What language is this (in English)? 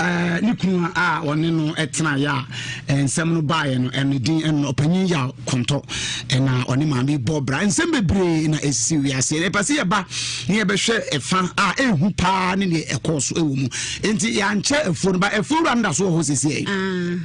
Akan